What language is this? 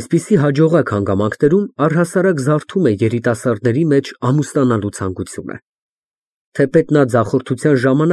Armenian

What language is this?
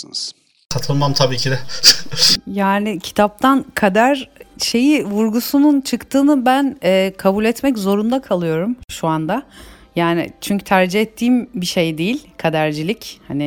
Turkish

